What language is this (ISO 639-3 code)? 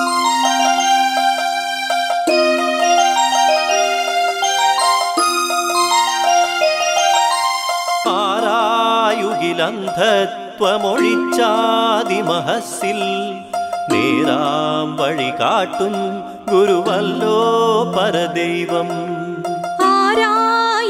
mal